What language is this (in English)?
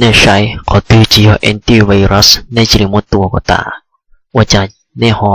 Hmong